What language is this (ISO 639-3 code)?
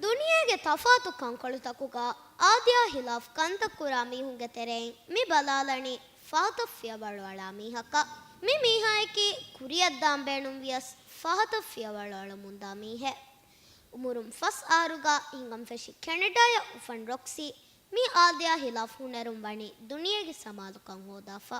div